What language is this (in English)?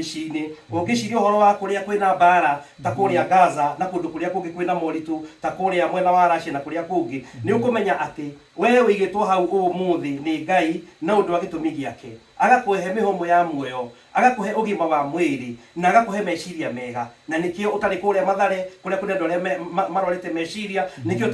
Kikuyu